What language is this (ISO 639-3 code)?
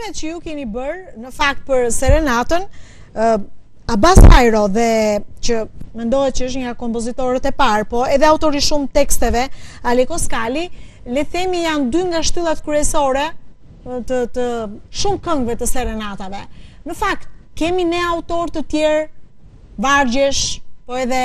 sqi